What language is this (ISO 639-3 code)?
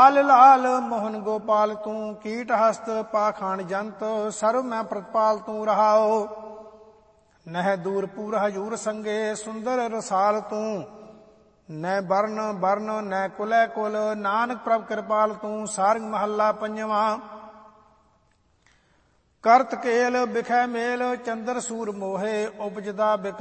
pan